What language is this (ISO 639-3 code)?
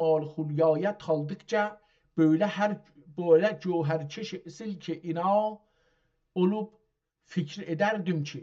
azb